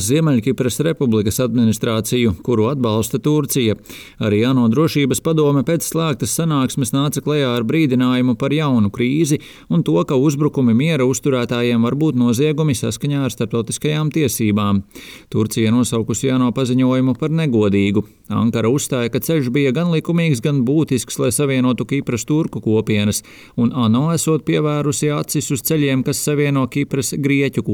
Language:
Latvian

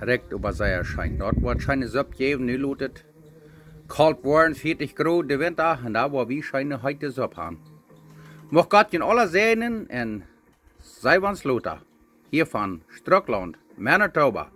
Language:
Plautdietsch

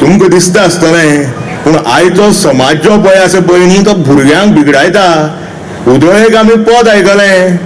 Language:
Konkani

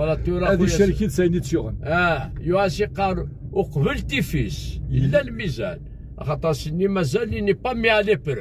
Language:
Kabyle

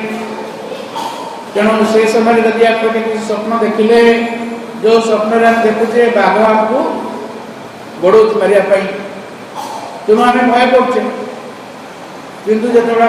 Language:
Odia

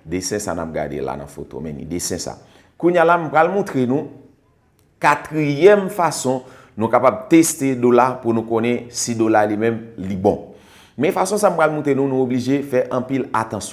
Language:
Haitian Creole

